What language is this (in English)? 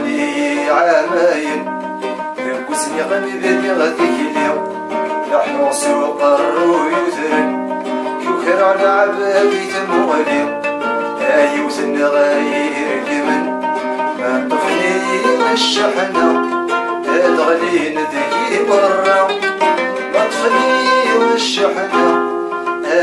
Kabyle